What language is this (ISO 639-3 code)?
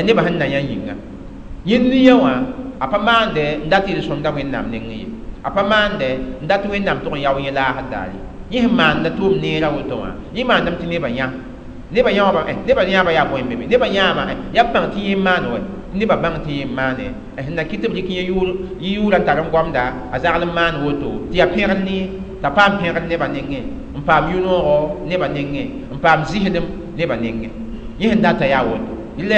mos